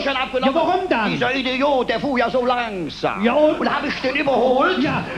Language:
Colognian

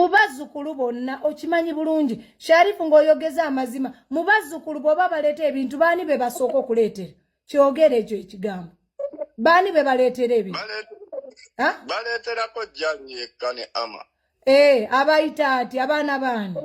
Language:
Ganda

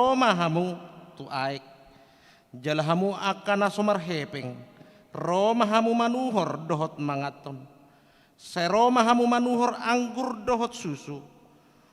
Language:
Batak Toba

